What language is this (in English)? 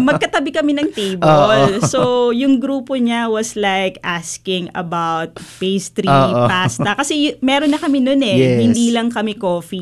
Filipino